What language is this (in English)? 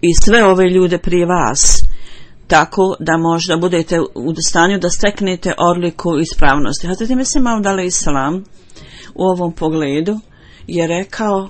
Bosnian